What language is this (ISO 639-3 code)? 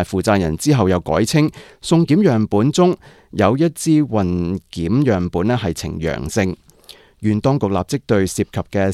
yue